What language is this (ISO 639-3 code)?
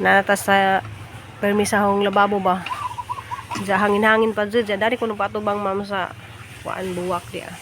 ceb